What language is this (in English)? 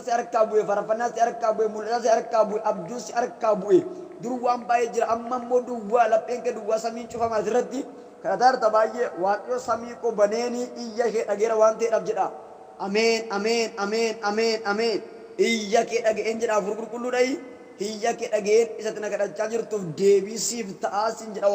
Oromo